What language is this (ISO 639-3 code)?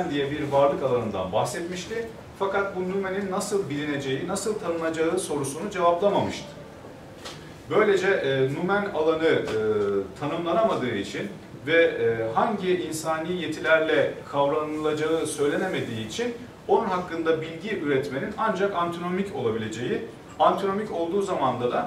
tur